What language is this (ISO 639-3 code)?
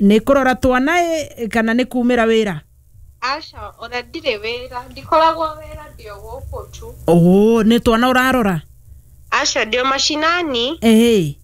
kik